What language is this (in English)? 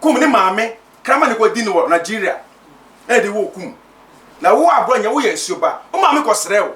Akan